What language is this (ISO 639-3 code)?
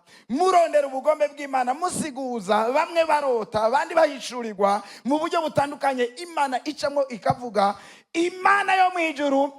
run